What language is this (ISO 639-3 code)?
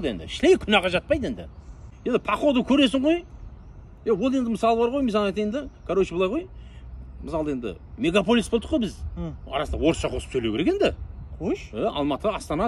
kaz